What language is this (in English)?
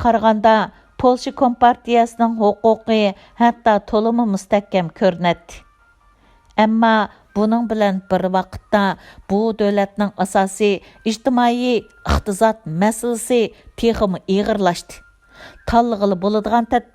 Uyghur